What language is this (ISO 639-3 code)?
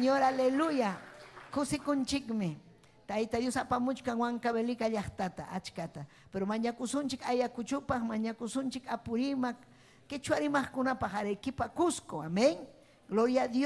quy